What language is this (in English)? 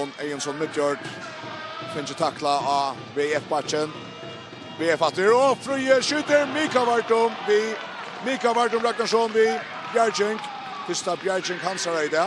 Faroese